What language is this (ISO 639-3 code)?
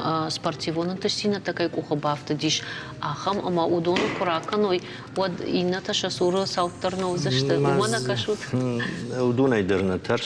oss